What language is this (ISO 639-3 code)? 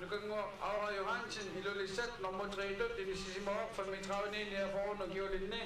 kal